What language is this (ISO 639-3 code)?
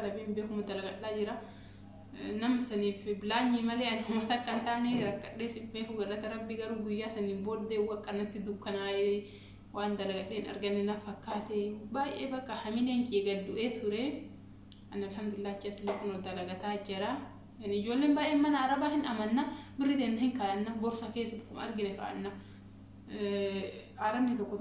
orm